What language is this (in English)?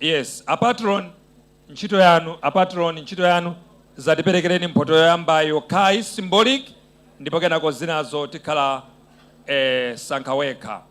Nyanja